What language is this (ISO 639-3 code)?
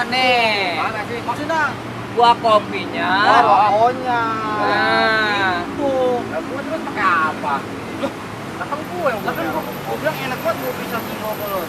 bew